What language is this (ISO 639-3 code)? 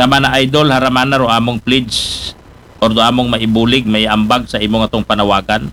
akl